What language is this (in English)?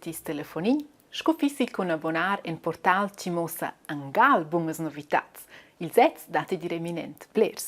Romansh